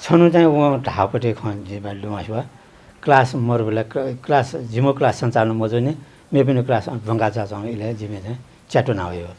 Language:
Newari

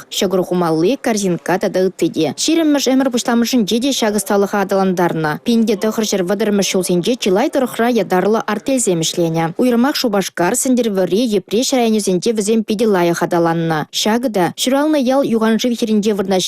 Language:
Chuvash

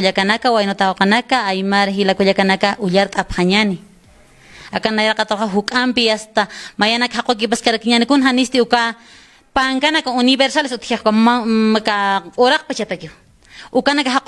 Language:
Aymara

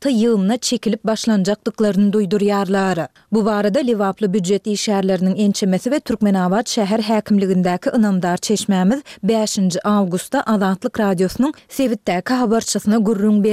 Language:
Turkmen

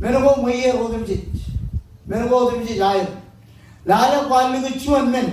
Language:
Marshallese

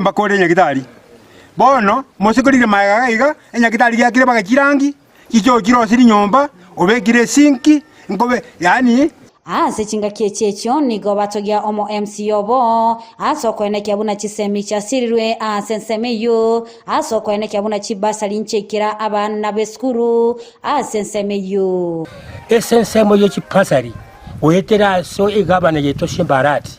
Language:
Gusii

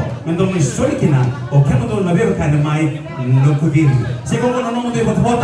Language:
Fijian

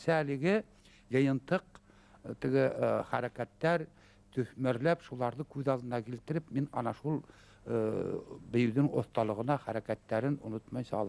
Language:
Bashkir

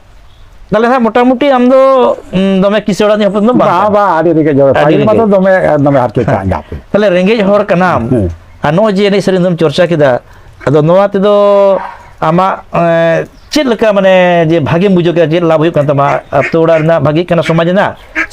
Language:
Santali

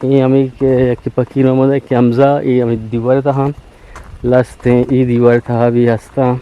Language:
Eastern Balochi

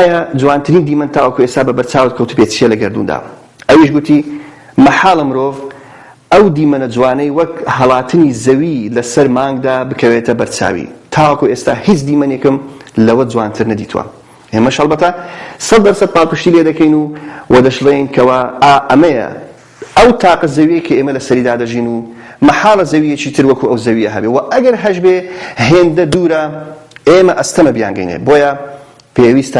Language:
Central Kurdish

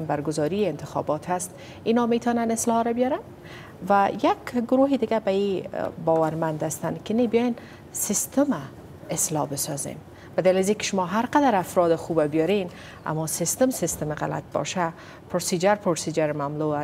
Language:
Persian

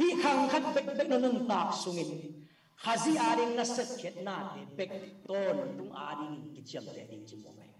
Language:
Tedim Chin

